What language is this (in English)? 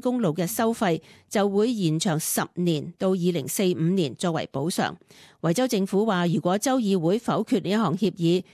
Cantonese